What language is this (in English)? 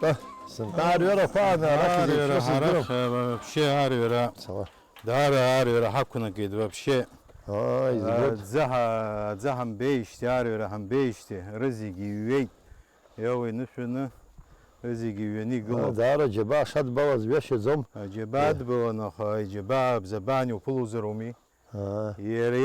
Abkhazian